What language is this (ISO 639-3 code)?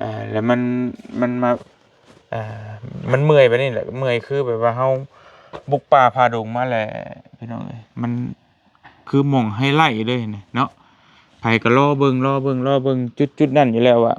lao